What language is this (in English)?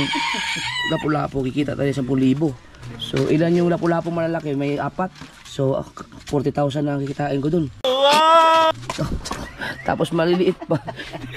Filipino